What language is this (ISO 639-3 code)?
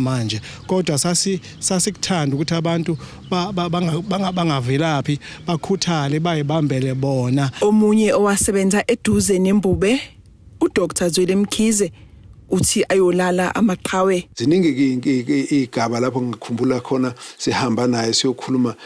zul